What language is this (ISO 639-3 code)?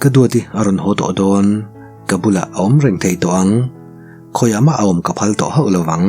lus